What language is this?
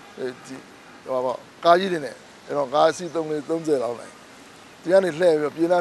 Burmese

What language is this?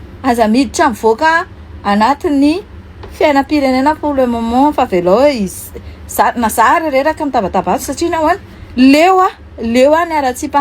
Malagasy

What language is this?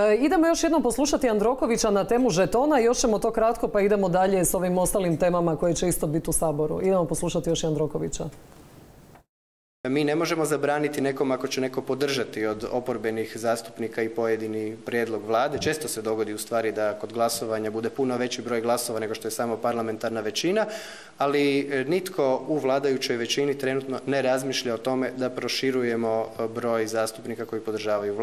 Croatian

